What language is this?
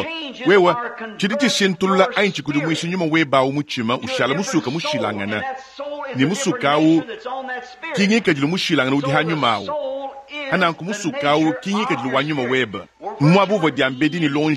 Luba-Lulua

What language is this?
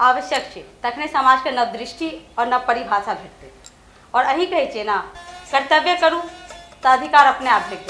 Maithili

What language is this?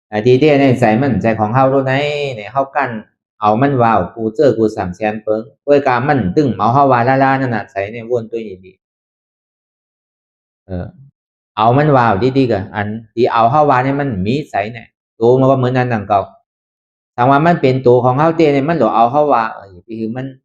Shan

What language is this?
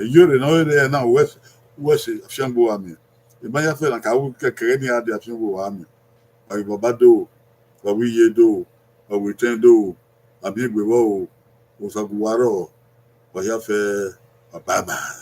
Bini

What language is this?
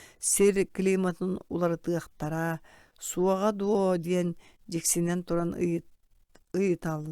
Yakut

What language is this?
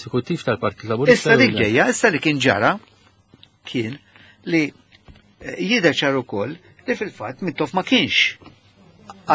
Maltese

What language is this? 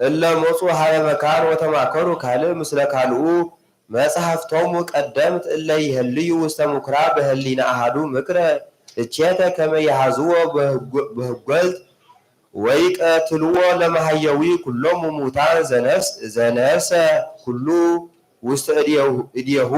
Geez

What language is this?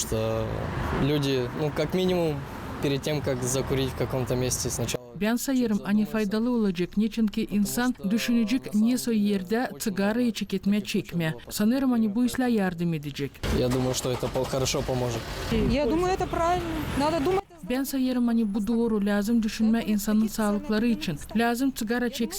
Gagauz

